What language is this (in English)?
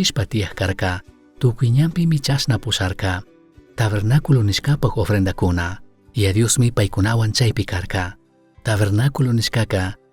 Chimborazo Highland Quichua